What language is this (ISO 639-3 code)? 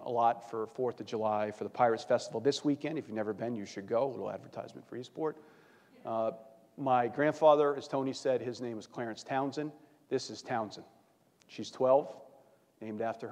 eng